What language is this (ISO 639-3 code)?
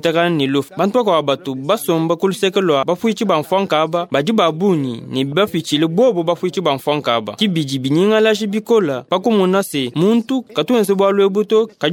lua